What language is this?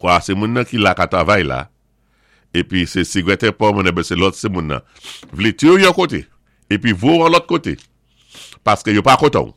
Saint Lucian Creole French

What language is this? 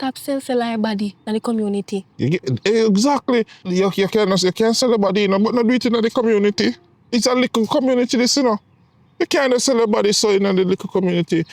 Jamaican Creole English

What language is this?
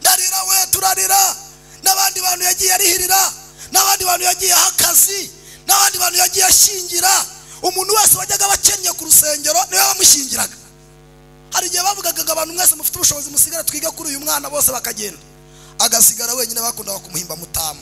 Kinyarwanda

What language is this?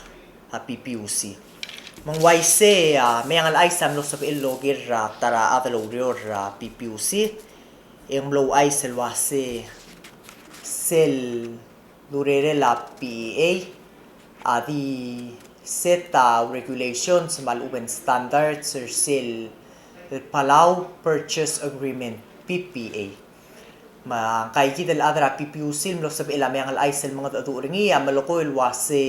Palauan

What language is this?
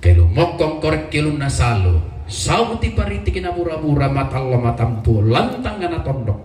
Toraja-Sa'dan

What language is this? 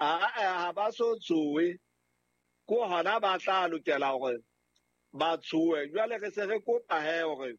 Southern Sotho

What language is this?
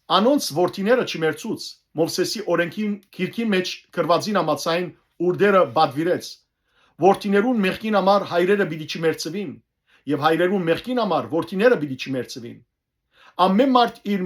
Western Armenian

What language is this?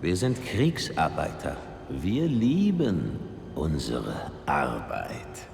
Bavarian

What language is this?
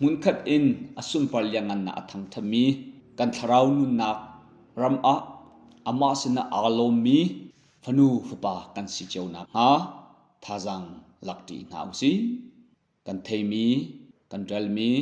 Hakha Chin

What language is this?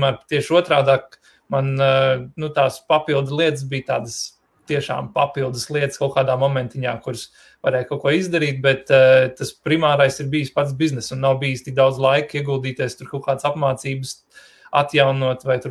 Latvian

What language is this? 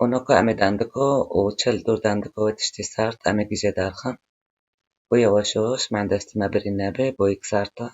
Kurdish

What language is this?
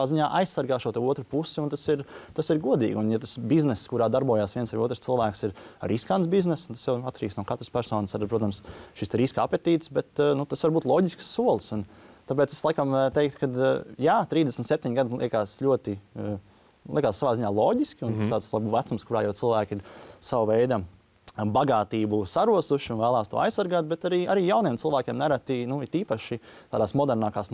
Latvian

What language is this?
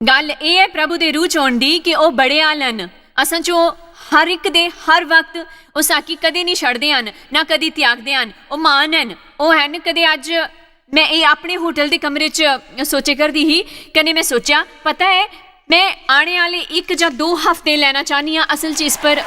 Dogri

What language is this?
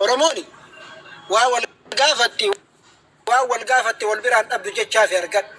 Oromo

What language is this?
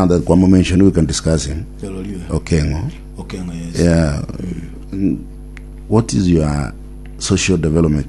Gusii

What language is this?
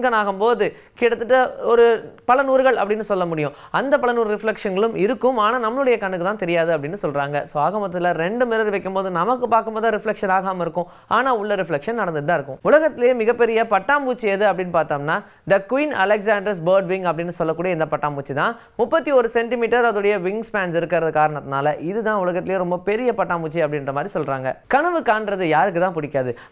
Tamil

